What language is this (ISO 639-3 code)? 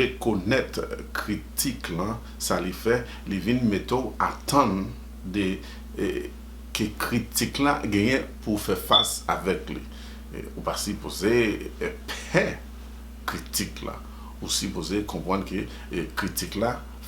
hat